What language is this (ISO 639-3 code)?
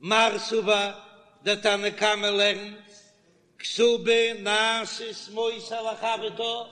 yid